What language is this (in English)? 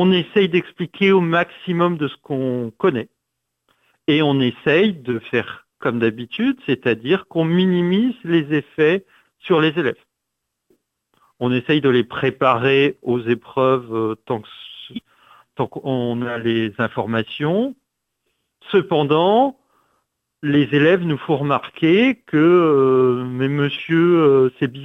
French